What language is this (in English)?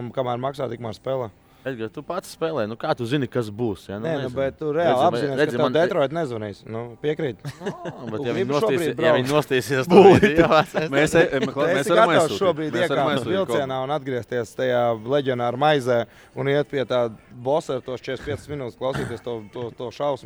Latvian